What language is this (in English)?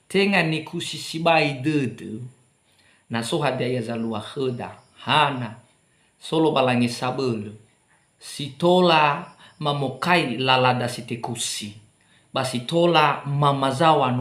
Nias